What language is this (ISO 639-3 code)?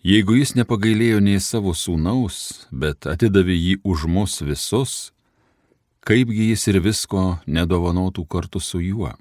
lit